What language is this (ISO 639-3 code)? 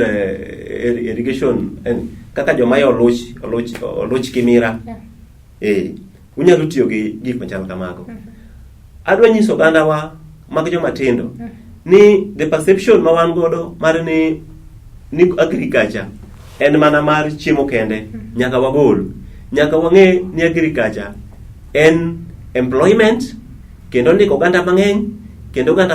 luo